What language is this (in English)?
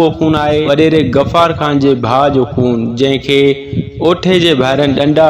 Sindhi